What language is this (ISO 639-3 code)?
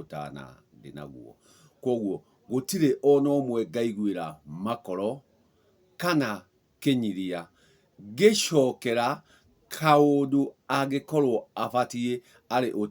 kik